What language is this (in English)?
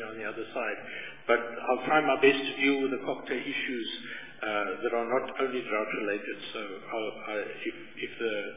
English